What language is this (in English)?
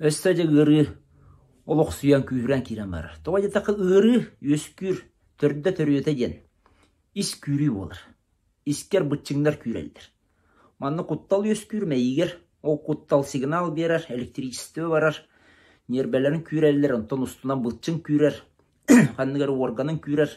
Yakut